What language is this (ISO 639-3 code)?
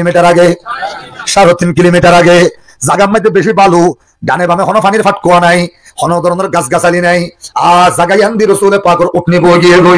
rhg